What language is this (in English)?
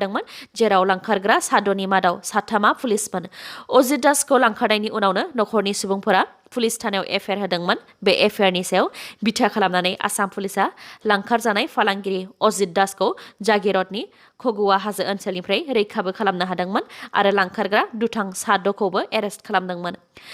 Bodo